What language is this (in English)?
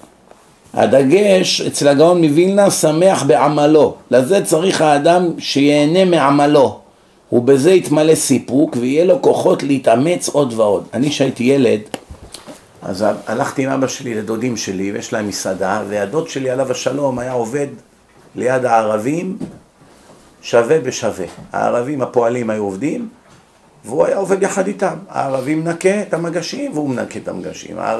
Hebrew